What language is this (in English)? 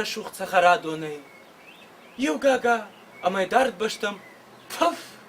Ossetic